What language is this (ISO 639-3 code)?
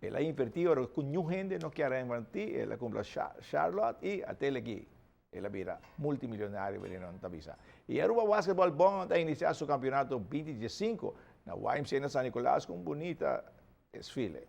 pap